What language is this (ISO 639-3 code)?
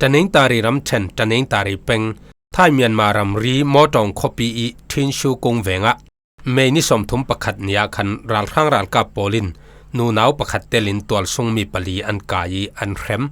cfm